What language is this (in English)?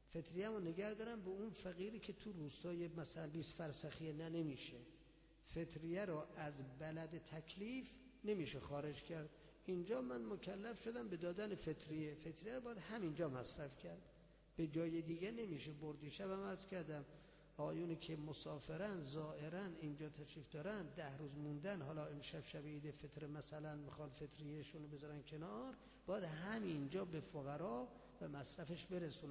Persian